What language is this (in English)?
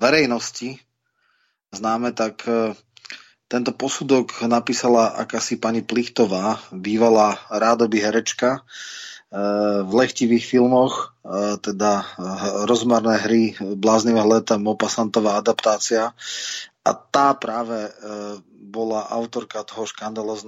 Slovak